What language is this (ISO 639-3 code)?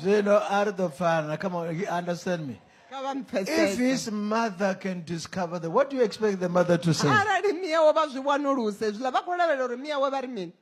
ven